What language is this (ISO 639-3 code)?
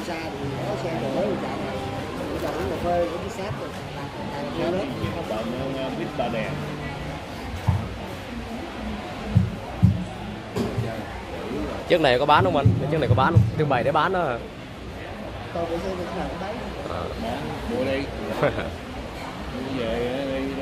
vie